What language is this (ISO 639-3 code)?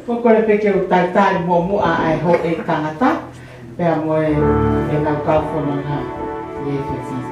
ton